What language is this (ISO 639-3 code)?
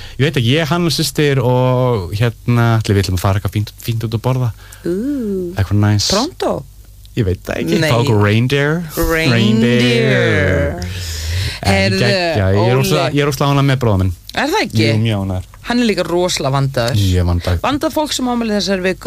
isl